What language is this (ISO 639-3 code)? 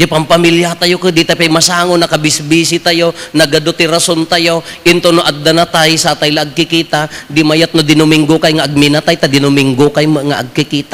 ilo